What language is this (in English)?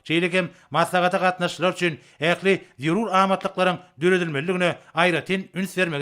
Turkmen